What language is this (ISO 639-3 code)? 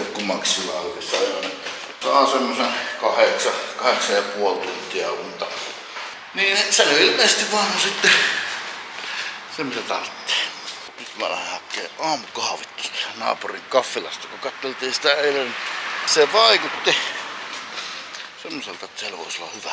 fin